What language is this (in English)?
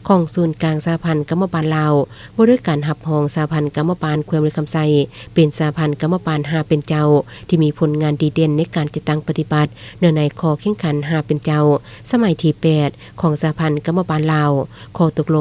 Lao